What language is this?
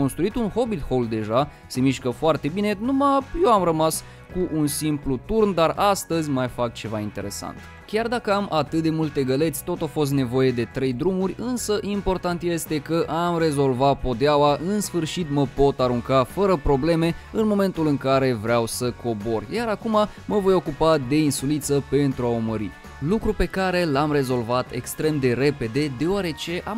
Romanian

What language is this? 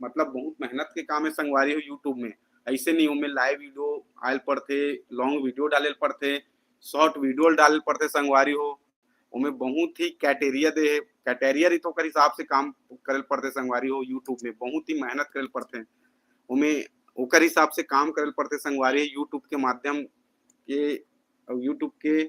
Chhattisgarhi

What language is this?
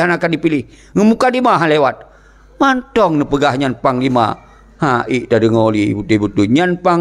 Achinese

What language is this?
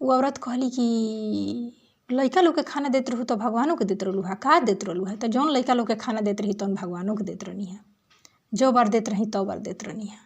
Bhojpuri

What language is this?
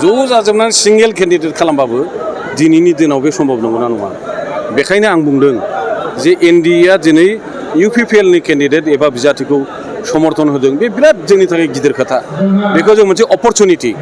Bodo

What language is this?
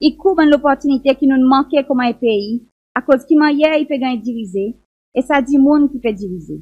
Seselwa Creole French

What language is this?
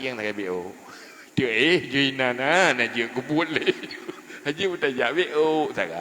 Achinese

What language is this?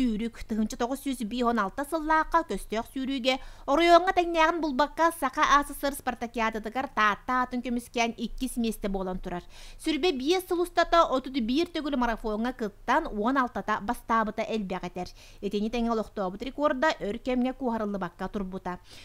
Yakut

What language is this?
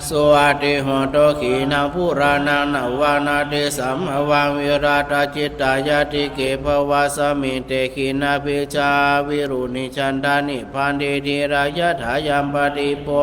Pali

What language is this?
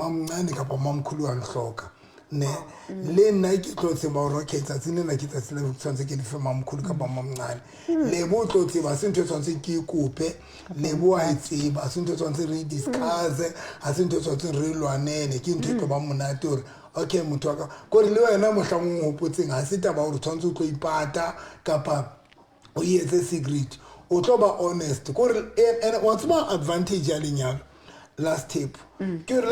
Southern Sotho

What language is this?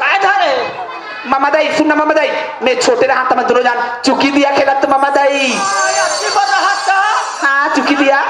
Chhattisgarhi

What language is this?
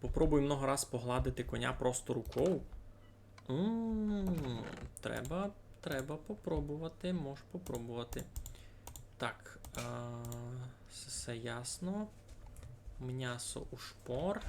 Rusyn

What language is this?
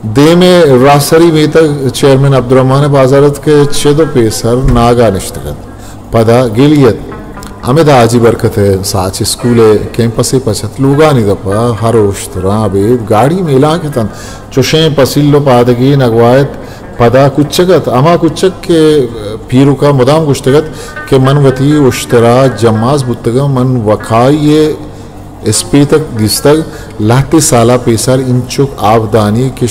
Eastern Balochi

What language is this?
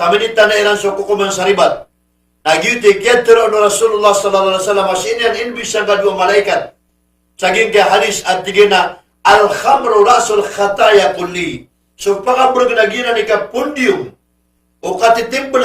Maranao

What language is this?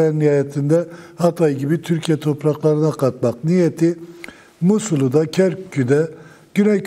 Turkish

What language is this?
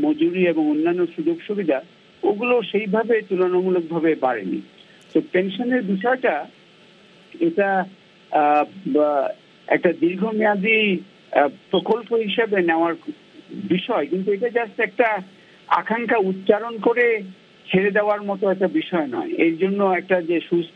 Bangla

